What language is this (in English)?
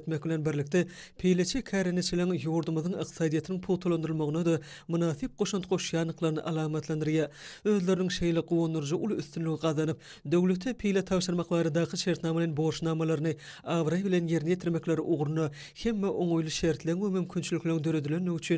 Turkmen